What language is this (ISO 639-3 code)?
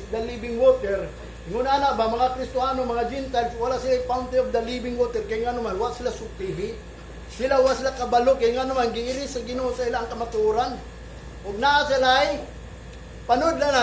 ceb